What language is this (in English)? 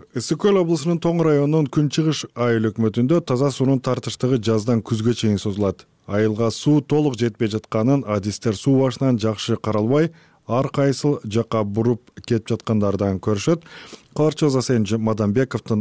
Kyrgyz